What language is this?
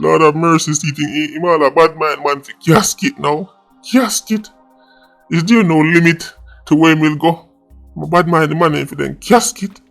Jamaican Creole English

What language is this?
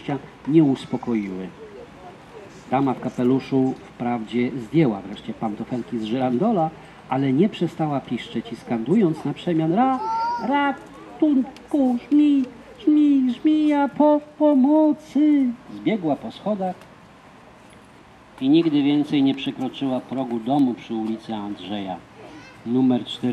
Polish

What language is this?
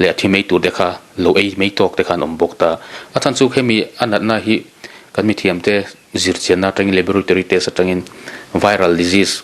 Mizo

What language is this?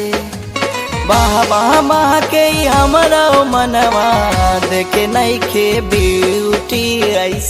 Bhojpuri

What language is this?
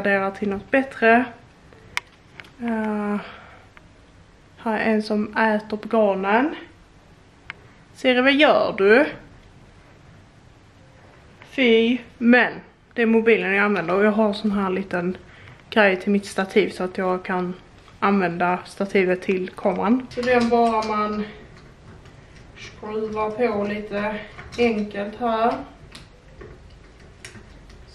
Swedish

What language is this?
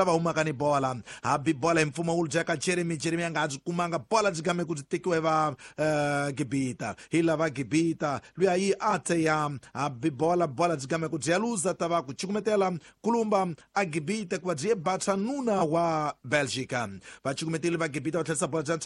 Tsonga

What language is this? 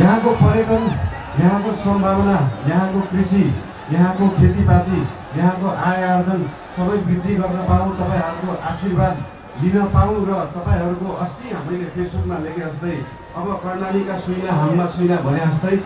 Nepali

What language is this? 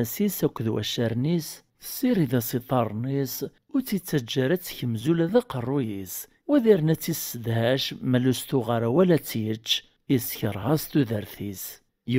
Kabyle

